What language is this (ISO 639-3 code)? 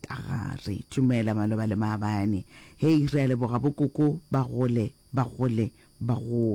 nso